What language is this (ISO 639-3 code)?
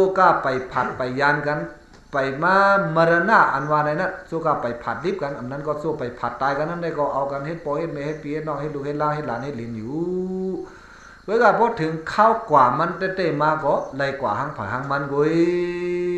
shn